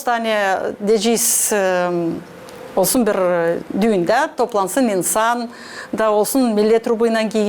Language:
Gagauz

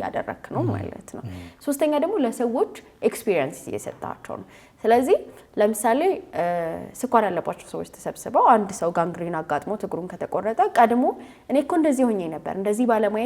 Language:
Amharic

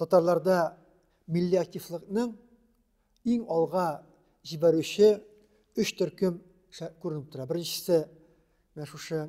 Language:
Tatar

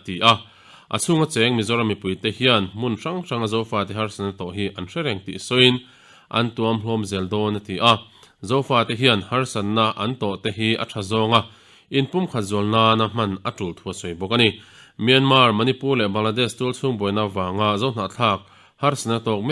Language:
Mizo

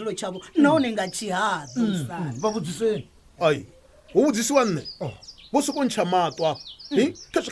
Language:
Venda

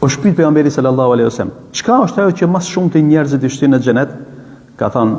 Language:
Albanian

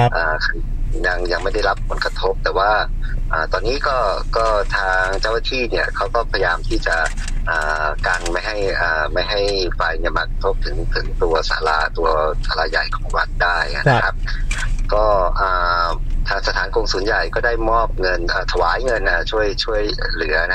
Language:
Thai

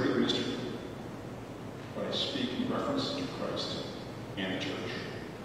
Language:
English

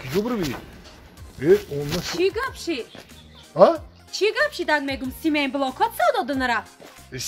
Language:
Tajik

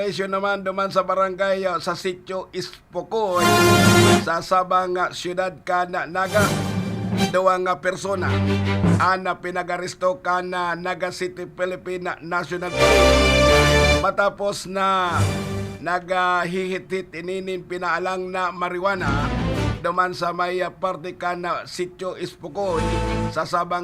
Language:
Bikol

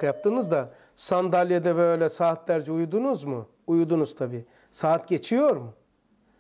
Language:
Turkish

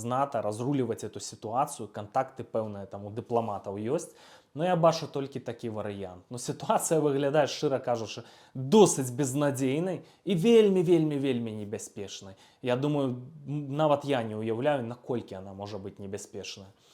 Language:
Belarusian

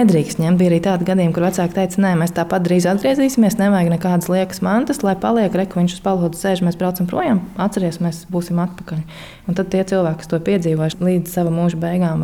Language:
Latvian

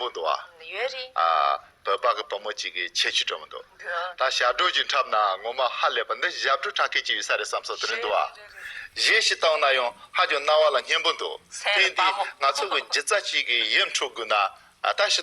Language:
Tibetan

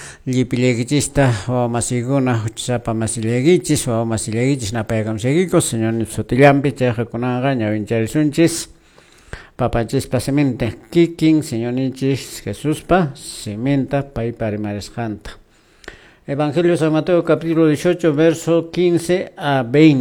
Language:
Quechua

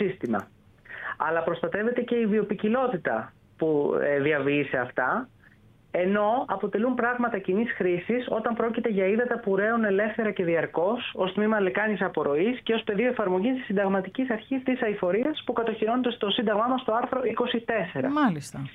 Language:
Greek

